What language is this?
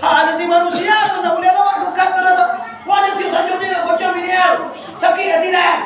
Minangkabau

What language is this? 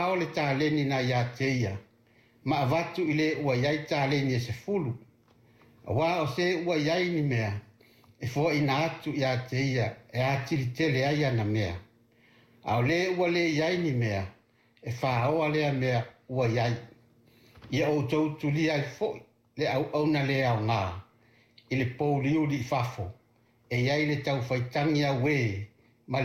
Samoan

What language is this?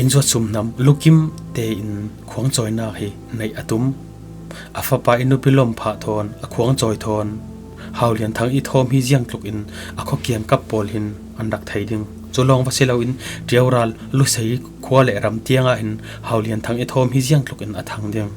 Falam Chin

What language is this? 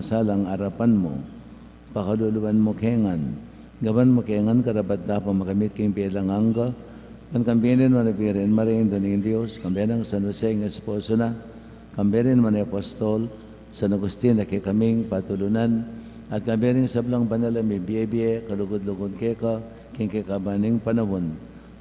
Pampanga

